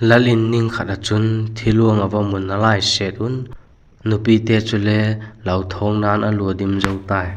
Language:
Vaiphei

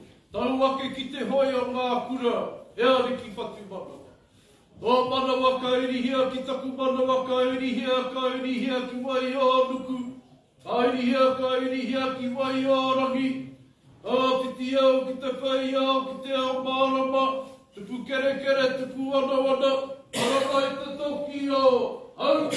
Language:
Māori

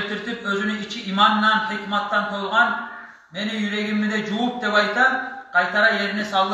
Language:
Kumyk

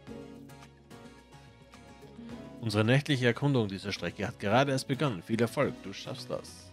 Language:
German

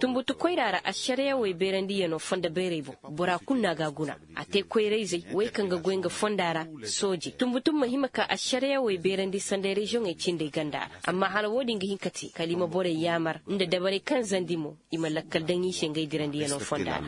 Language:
Koyraboro Senni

